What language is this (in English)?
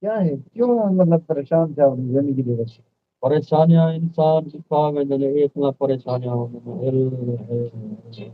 Saraiki